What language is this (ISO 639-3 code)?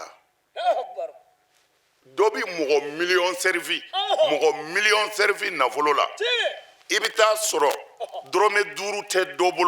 bam